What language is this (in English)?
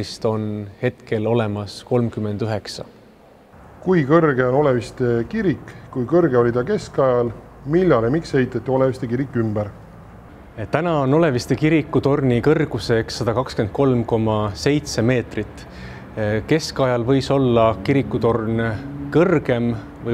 Estonian